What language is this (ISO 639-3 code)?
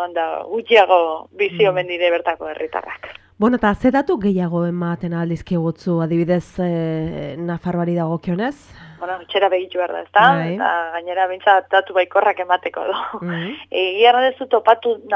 eus